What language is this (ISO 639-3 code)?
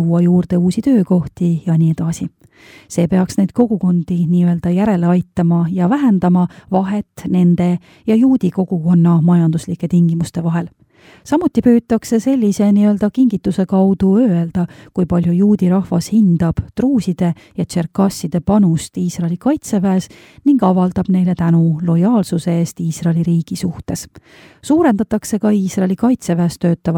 est